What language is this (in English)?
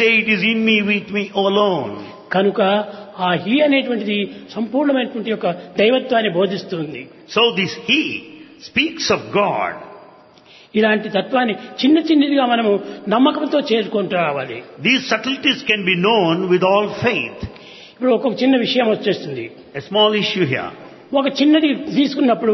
Telugu